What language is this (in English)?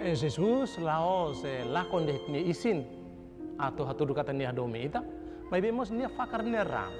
Tetum